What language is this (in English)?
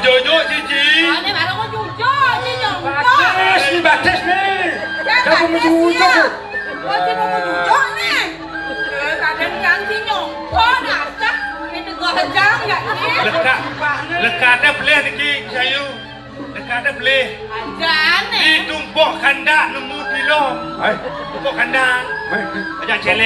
Balinese